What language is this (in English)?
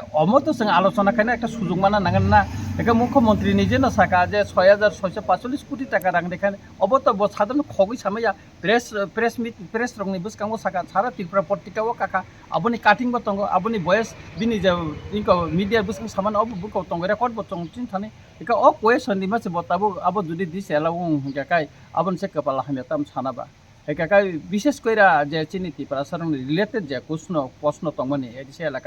Kok Borok